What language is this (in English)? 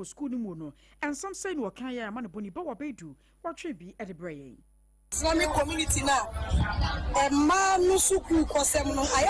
Akan